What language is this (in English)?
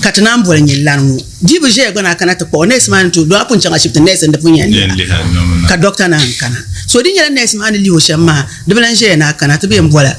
Dagbani